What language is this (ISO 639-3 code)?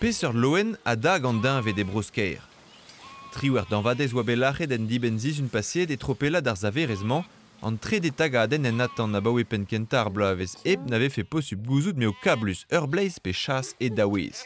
bre